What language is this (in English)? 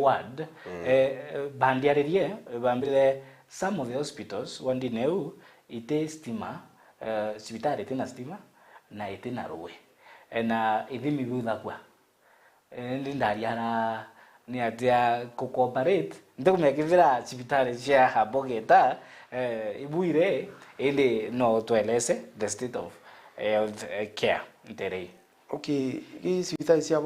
Meru